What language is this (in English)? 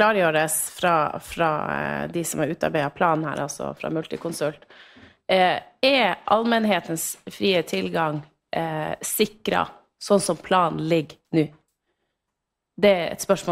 Norwegian